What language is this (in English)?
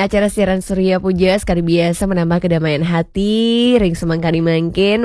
Balinese